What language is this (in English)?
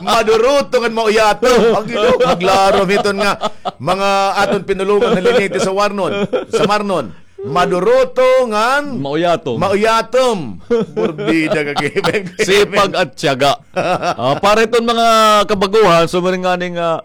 Waray